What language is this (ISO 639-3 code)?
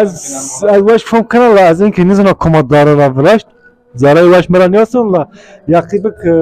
zza